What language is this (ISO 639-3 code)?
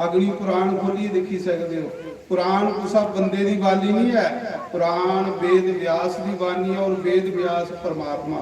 doi